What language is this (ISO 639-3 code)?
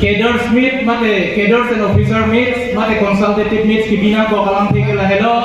mjw